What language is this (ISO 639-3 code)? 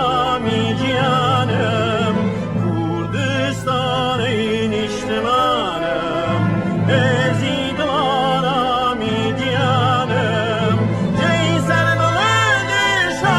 kur